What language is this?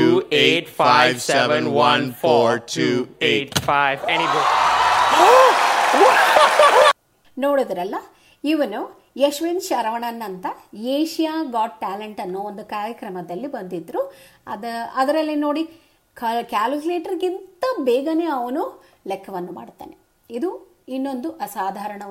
Kannada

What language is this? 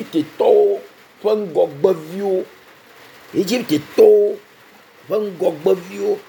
Ewe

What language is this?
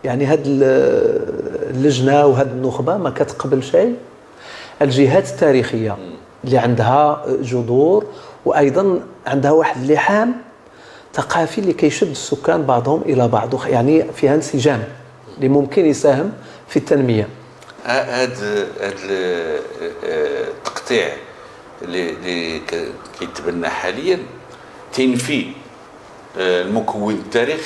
Moroccan Arabic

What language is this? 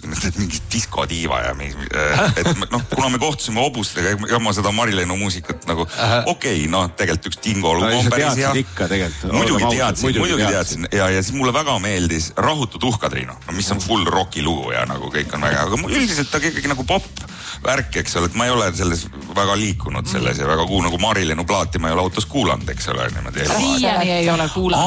Estonian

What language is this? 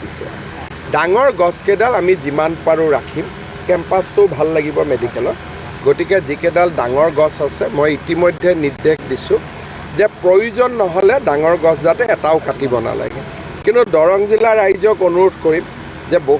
Assamese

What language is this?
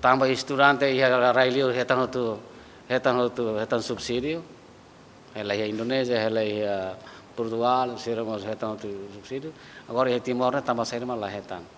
Tetum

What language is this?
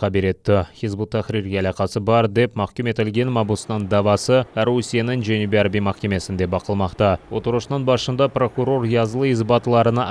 Crimean Tatar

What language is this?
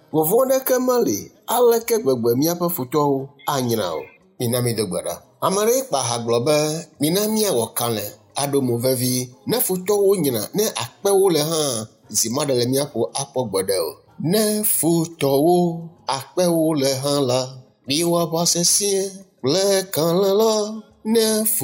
Ewe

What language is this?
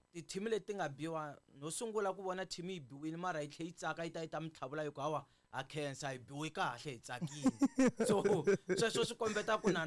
Tsonga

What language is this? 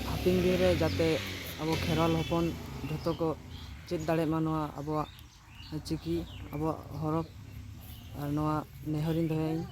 Santali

